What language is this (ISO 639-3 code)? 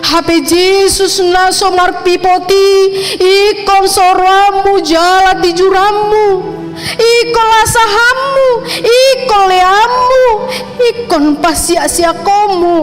bbc